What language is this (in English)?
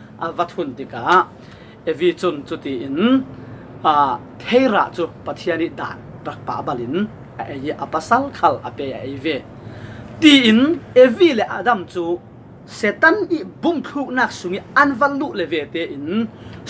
Falam Chin